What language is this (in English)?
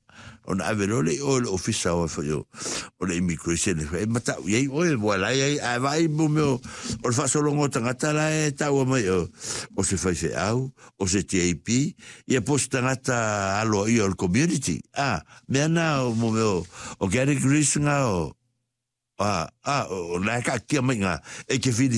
Samoan